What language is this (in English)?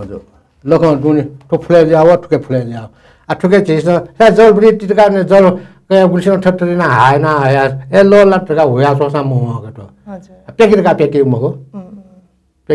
Newari